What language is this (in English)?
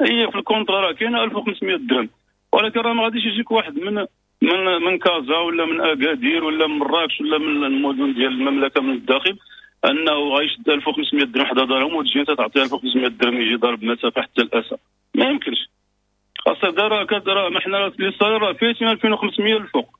Moroccan Arabic